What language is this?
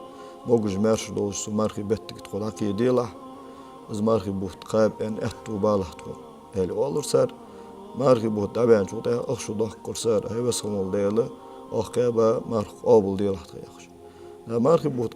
Ingush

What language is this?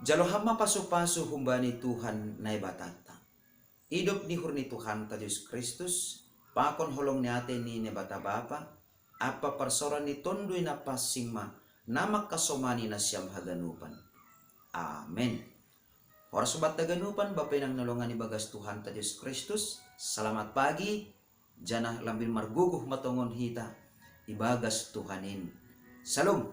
Batak Simalungun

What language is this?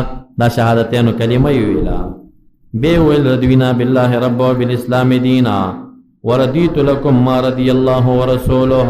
Pashto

